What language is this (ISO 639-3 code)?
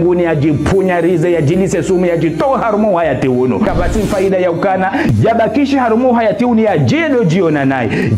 zdj